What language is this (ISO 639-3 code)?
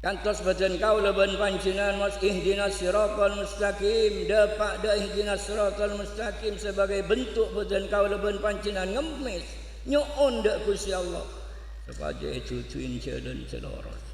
mad